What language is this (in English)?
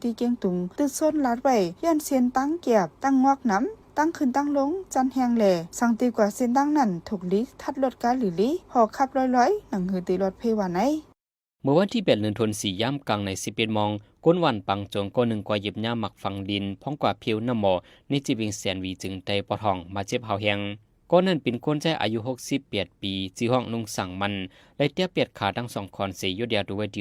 Shan